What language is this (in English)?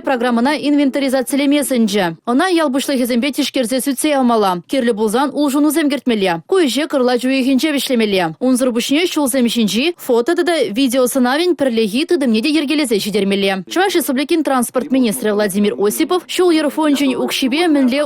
Chuvash